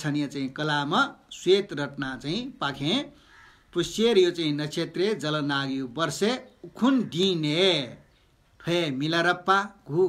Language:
Newari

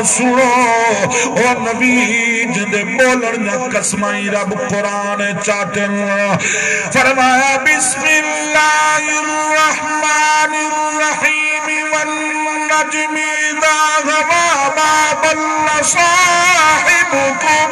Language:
Saraiki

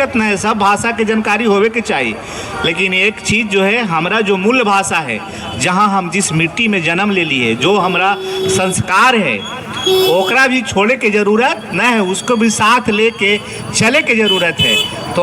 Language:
Magahi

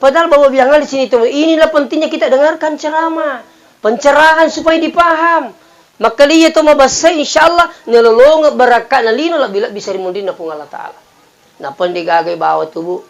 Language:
Buginese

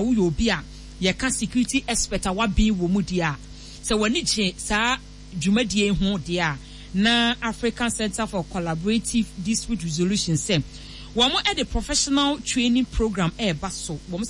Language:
Akan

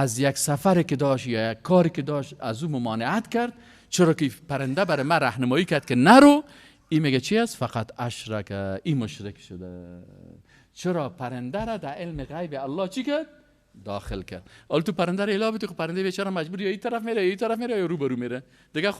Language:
Persian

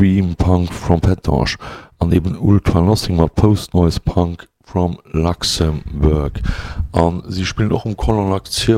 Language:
Luxembourgish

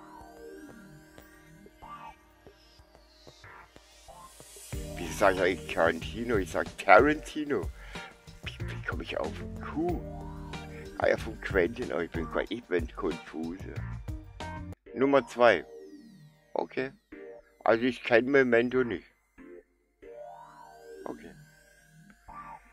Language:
German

